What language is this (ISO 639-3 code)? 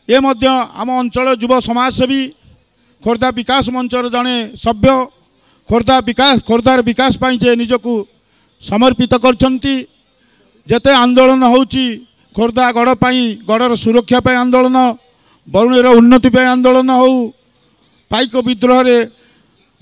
ori